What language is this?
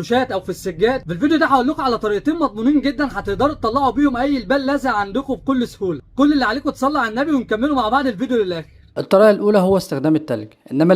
Egyptian Arabic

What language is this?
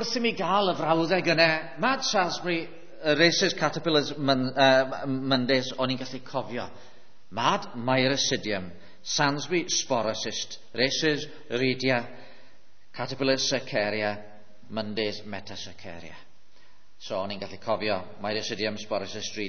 Welsh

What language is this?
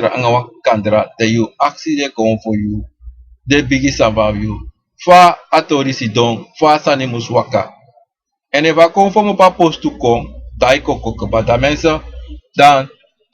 Sranan Tongo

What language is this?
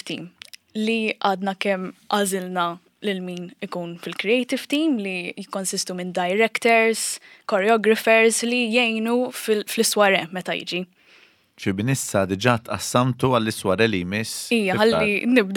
Maltese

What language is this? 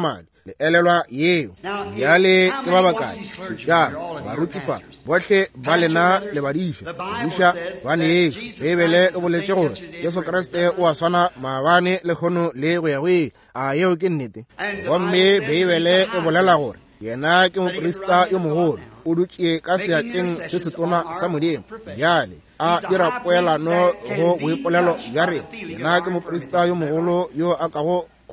Northern Sotho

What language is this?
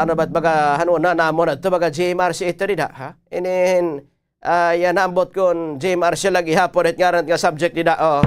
Waray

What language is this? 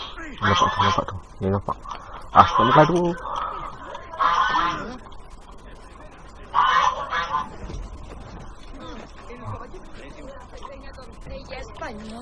Malay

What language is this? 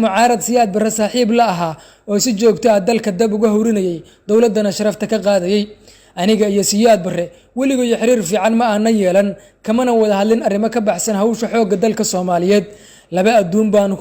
Somali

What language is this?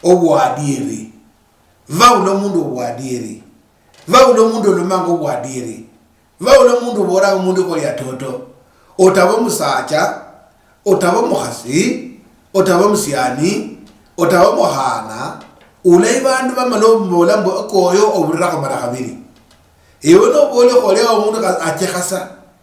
Luyia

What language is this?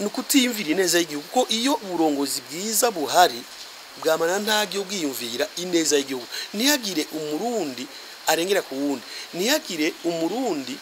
Rundi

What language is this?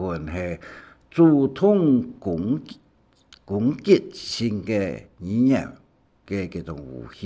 Hakka Chinese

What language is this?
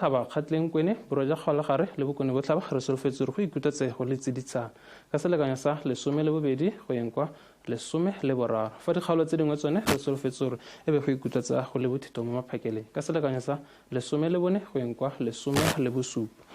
Tswana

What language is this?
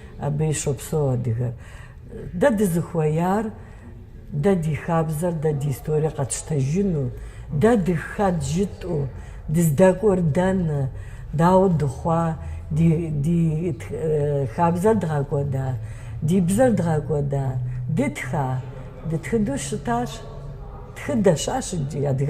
Kabardian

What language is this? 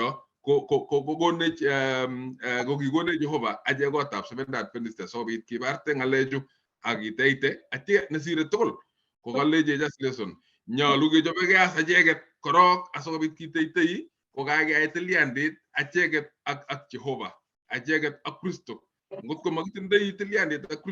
Kalenjin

